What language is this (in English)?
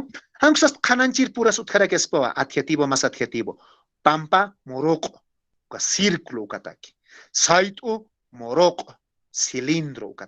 Aymara